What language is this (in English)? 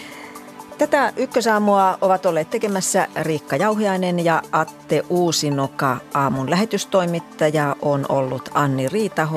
Finnish